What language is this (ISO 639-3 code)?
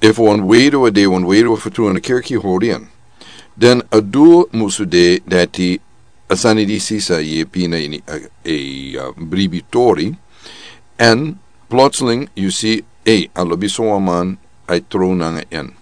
srn